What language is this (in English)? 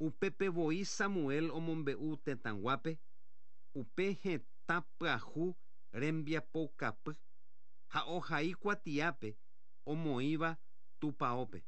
Guarani